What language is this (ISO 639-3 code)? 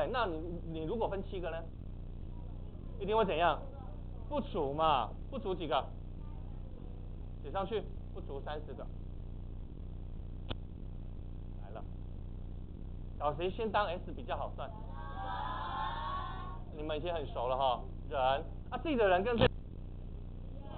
zho